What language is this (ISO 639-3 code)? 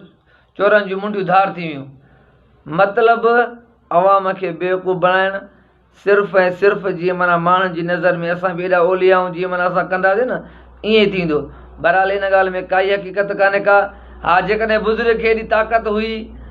snd